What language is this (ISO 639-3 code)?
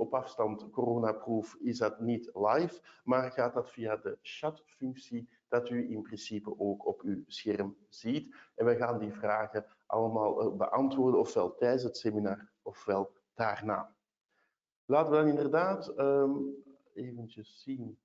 nld